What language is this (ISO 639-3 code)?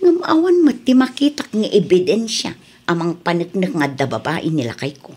ilo